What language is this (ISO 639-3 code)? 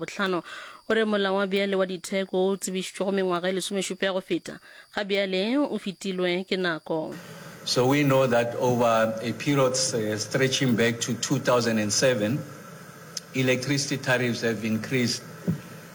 nso